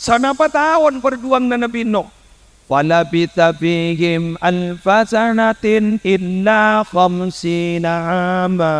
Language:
Madurese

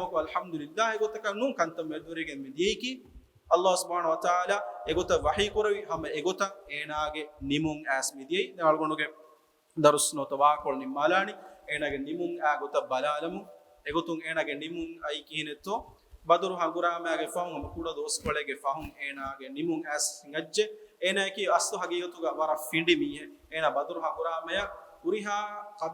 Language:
Divehi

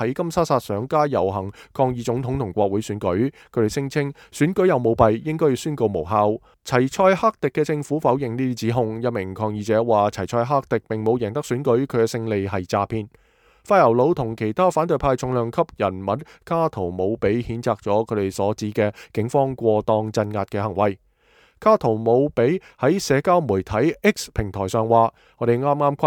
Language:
Cantonese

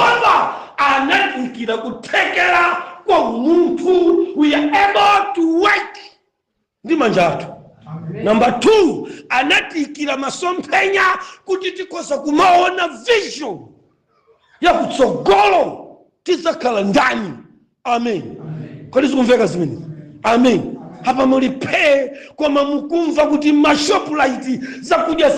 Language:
Nyanja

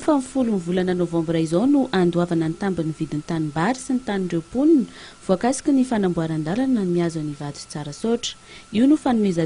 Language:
Malagasy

